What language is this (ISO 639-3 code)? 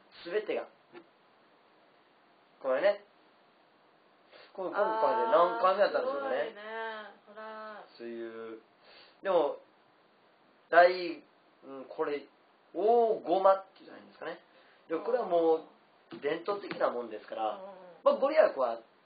jpn